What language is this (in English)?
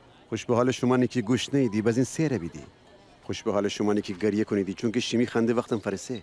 Gilaki